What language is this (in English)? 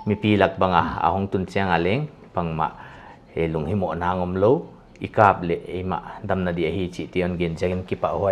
Paite Chin